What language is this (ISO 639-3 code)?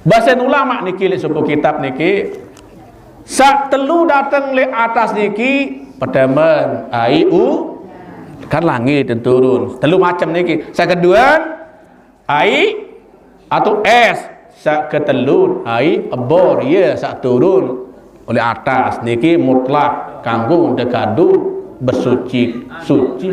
sas